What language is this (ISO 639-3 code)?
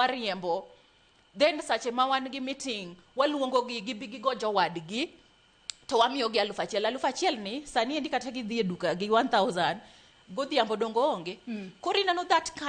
luo